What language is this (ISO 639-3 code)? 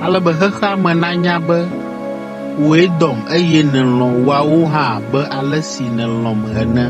ewe